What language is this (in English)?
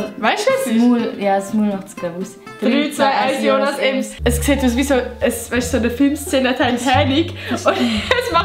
Swiss German